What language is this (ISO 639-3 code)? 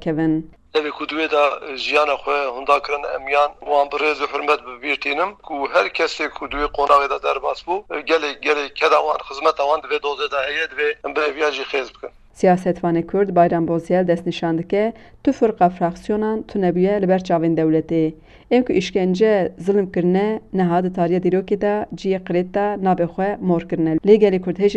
kur